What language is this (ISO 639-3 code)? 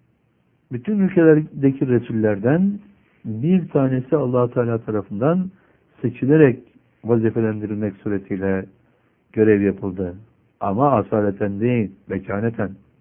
tur